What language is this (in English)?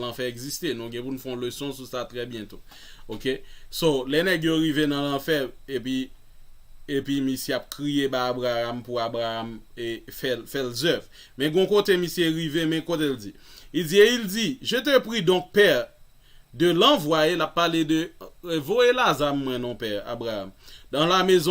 Haitian Creole